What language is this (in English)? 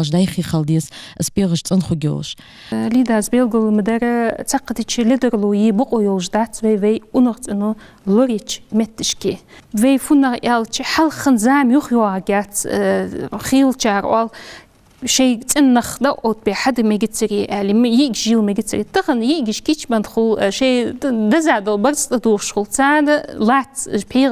Ingush